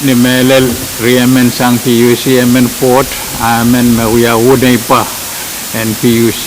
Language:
Pohnpeian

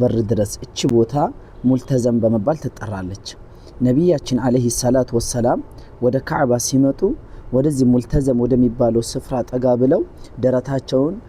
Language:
Amharic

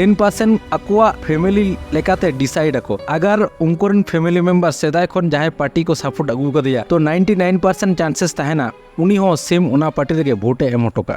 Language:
Santali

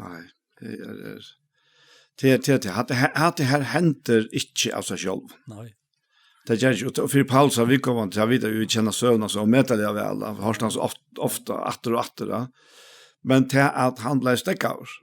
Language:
Faroese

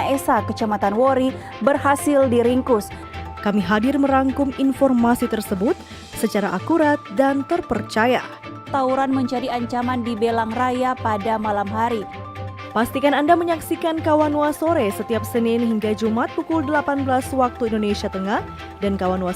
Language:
Manado Malay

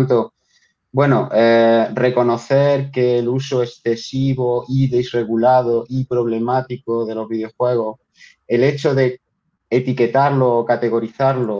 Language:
Spanish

